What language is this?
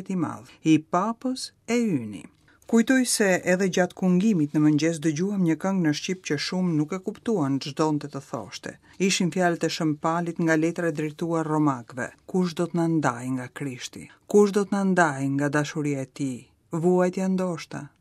Albanian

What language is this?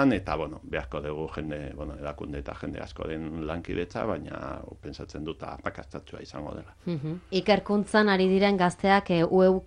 Basque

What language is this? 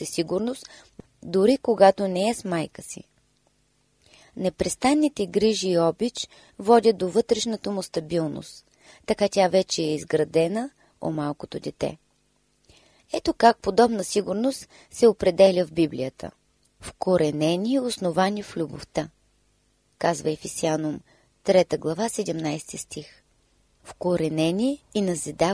Bulgarian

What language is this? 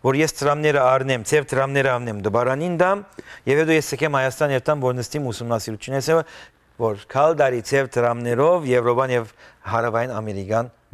Western Armenian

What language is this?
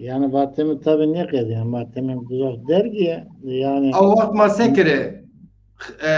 Zaza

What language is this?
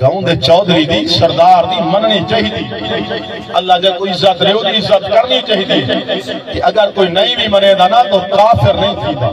Saraiki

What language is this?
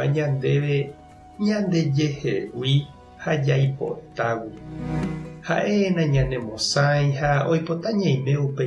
Guarani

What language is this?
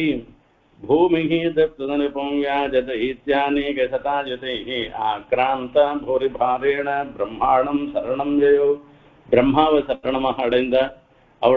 Tamil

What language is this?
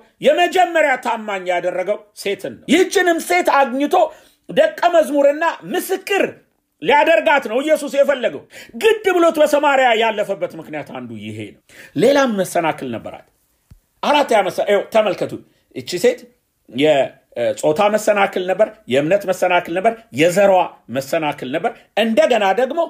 Amharic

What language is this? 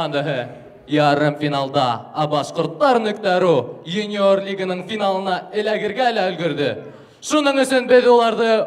Bashkir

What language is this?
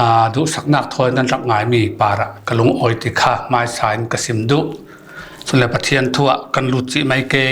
Falam Chin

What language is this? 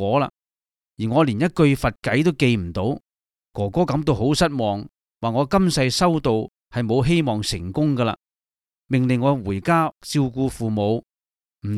Cantonese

